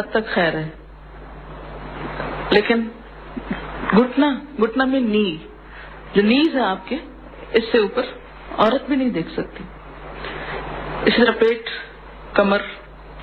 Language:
Urdu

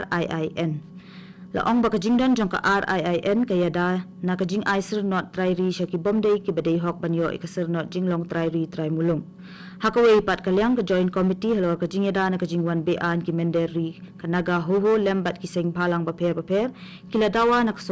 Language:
Khasi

